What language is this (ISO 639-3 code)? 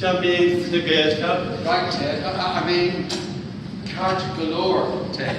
gle